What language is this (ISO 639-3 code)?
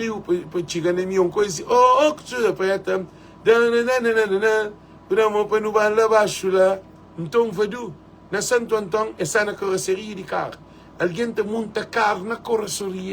kea